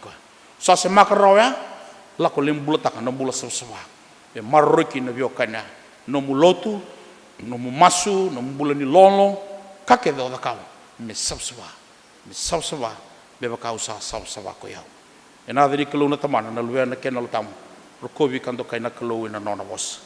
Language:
Fijian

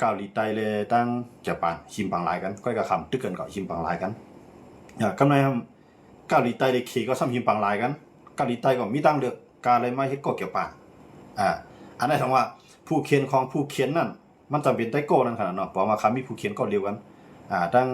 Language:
Shan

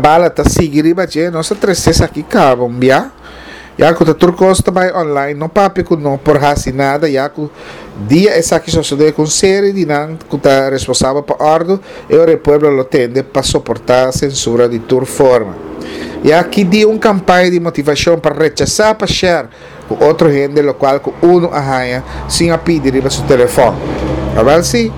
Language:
Papiamento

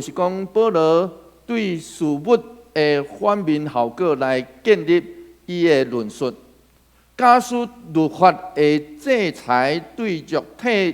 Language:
Min Nan Chinese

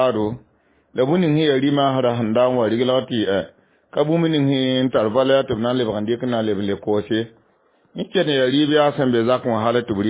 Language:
Mossi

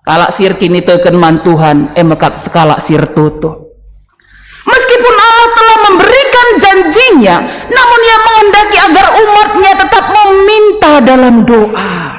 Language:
Batak Karo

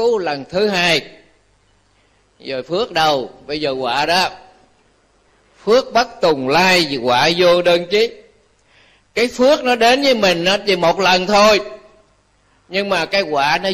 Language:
Vietnamese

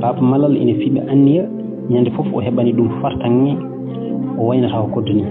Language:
Fula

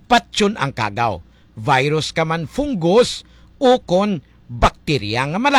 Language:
Hiligaynon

